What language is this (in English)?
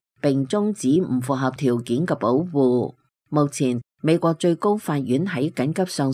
Cantonese